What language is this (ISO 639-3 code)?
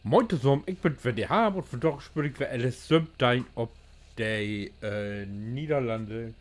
nds